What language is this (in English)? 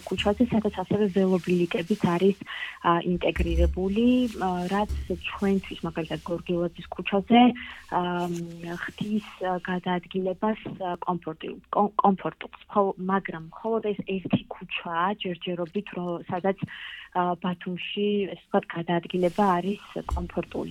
Georgian